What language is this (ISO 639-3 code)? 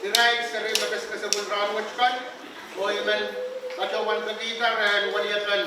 pon